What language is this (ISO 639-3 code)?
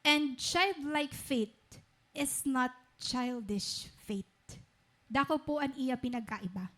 war